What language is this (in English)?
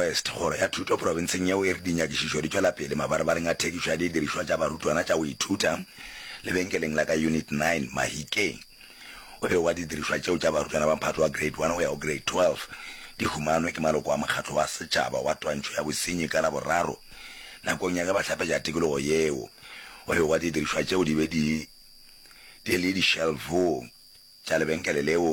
Northern Sotho